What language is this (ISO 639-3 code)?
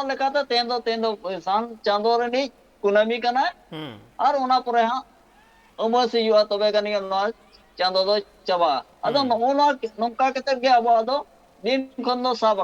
sat